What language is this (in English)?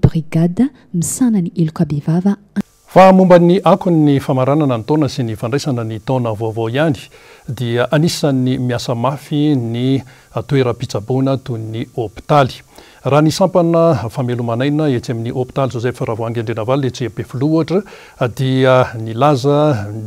Malagasy